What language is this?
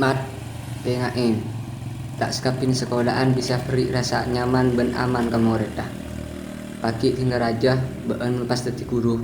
Madurese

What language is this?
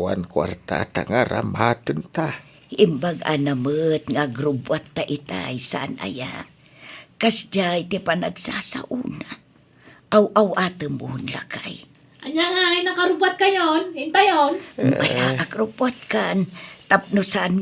Iloko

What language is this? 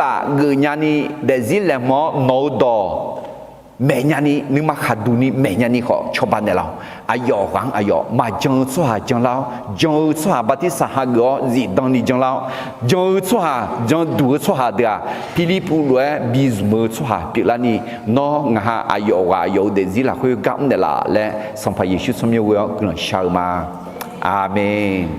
Akha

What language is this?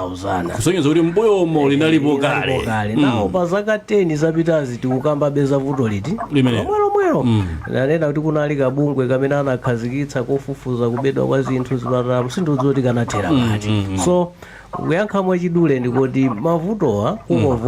Nyanja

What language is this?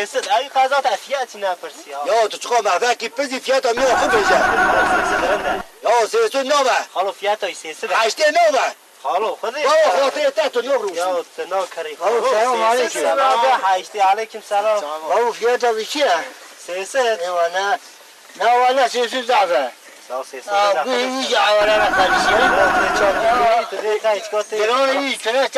Kurdish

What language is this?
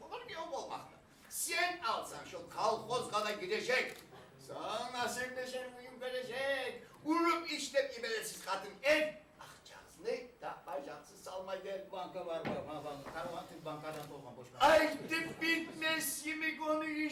Kumyk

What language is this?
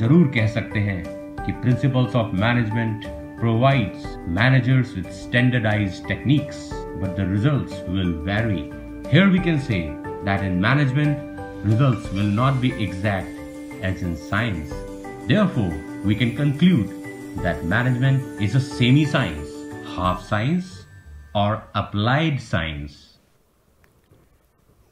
Hindi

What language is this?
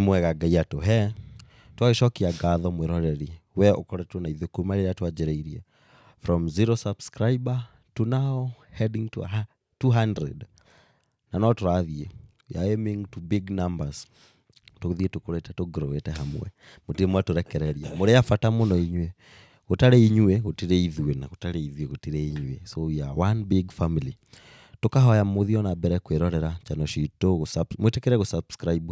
Kikuyu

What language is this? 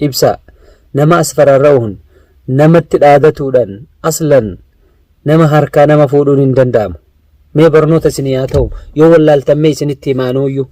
Oromo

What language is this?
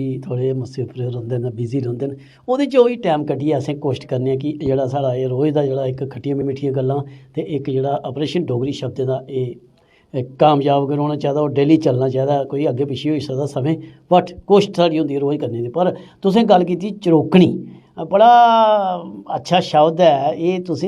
Dogri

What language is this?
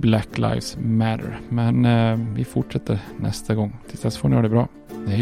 Swedish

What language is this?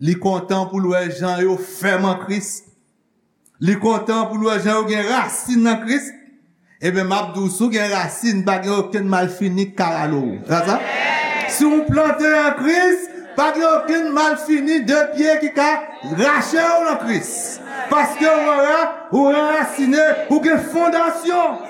Haitian Creole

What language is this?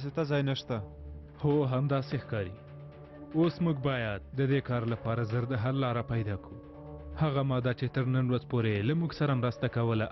Pashto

